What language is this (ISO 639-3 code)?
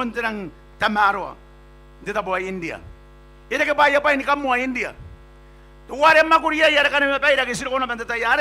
gil